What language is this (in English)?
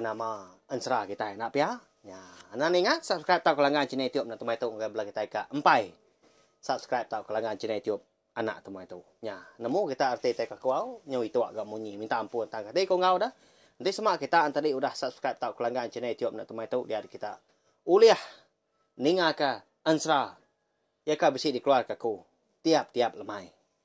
Iban